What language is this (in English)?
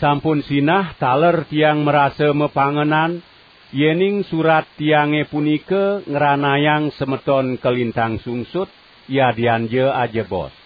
Balinese